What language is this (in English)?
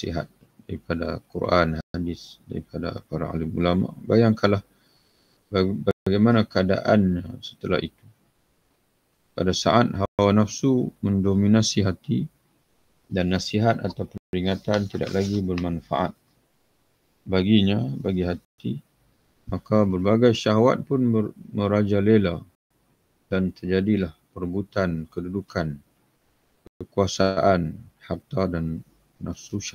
Malay